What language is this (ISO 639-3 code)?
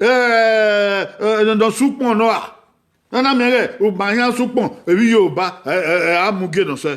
bin